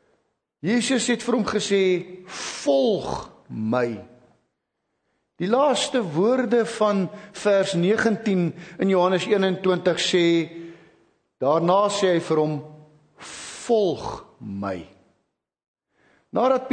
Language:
Afrikaans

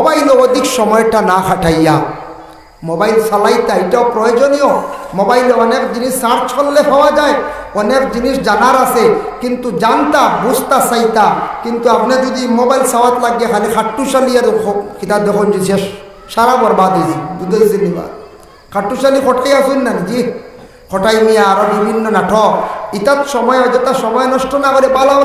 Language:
Sylheti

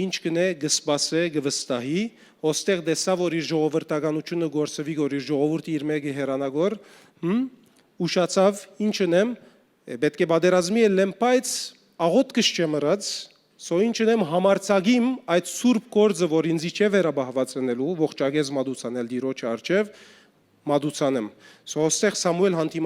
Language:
Western Armenian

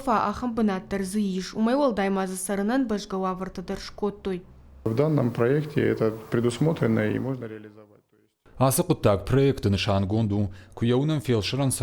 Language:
Ossetic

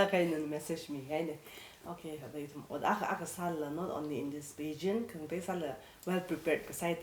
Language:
Tangkhul Naga (India)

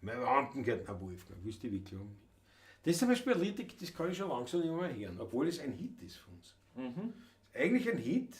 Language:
Bavarian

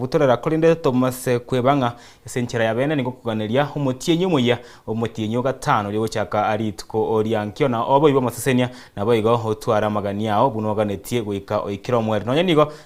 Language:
Gusii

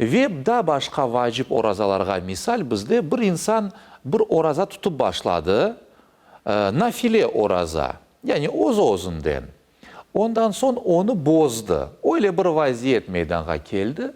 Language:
Crimean Tatar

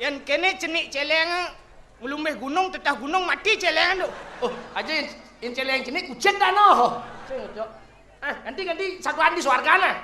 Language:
Balinese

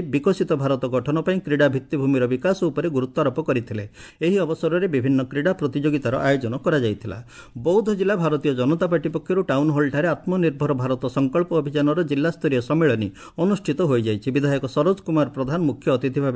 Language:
Odia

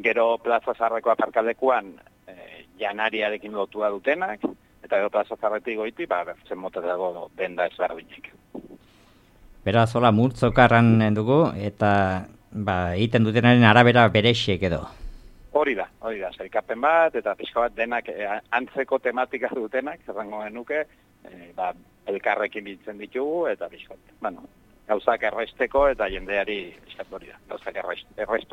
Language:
Basque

